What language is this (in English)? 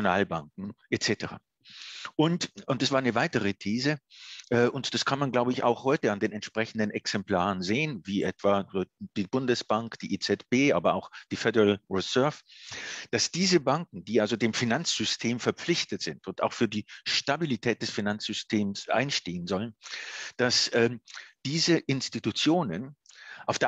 German